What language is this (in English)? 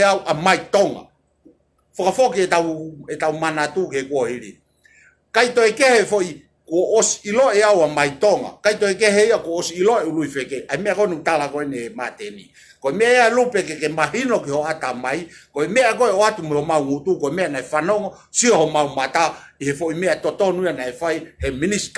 Tongan